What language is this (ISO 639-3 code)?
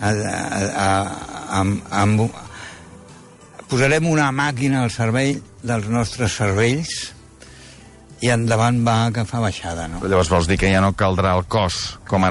cat